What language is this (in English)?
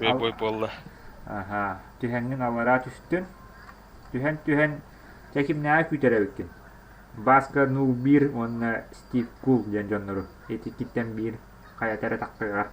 Yakut